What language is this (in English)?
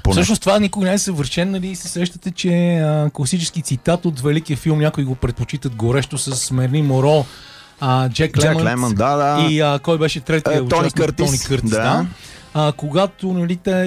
Bulgarian